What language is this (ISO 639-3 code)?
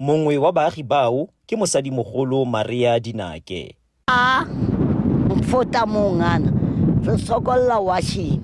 tsn